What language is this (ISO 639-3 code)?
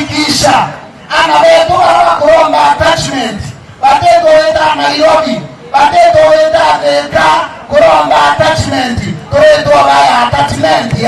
mer